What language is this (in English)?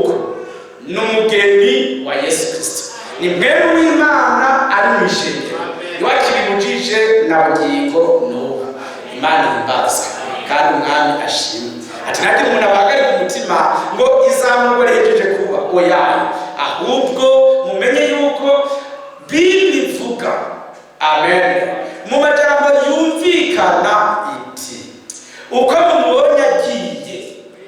Rundi